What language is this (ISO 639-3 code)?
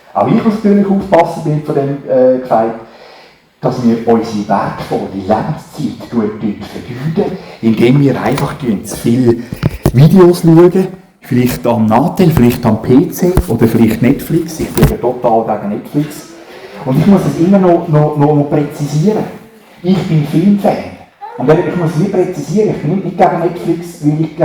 gsw